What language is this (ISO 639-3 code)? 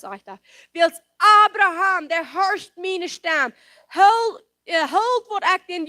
pdt